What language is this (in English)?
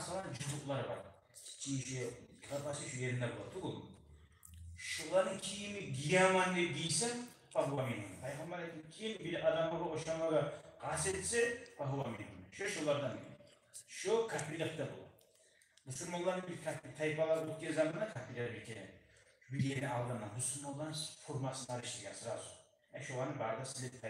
Kumyk